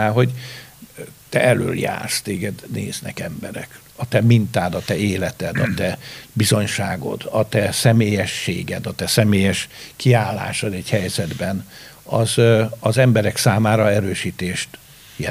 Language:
Hungarian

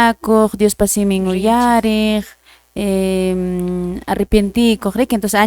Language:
Quechua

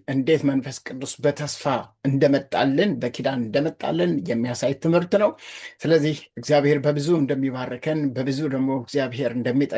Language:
Amharic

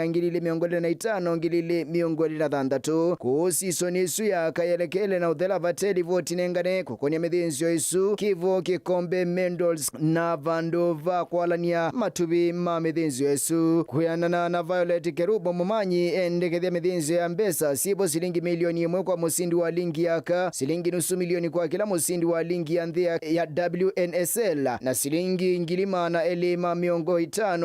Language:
Kamba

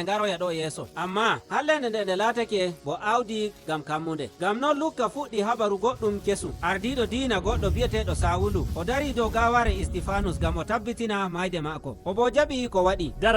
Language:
Nigerian Fulfulde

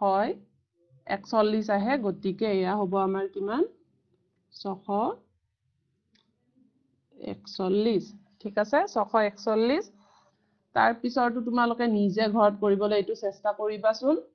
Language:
Assamese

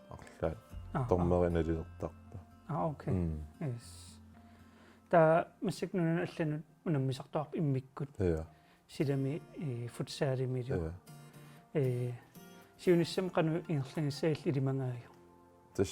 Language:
Kalaallisut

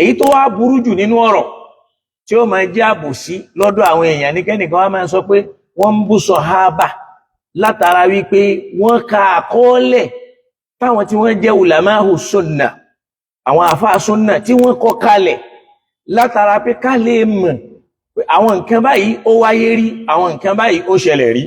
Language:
Yoruba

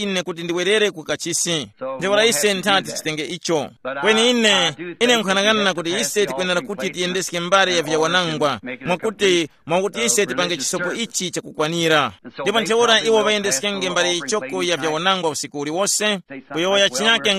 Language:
Tumbuka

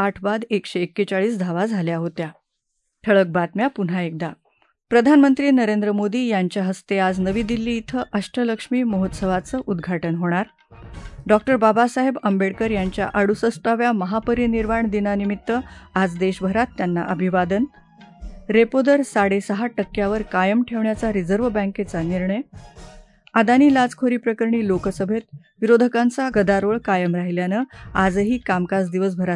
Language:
Marathi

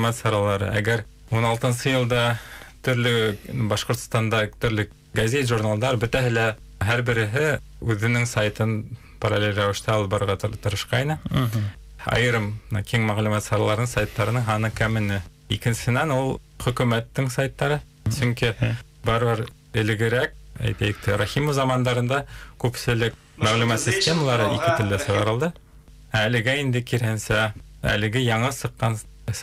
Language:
Bashkir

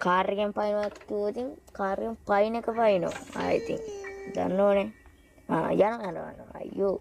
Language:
Sinhala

